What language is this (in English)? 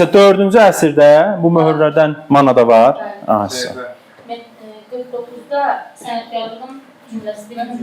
Azerbaijani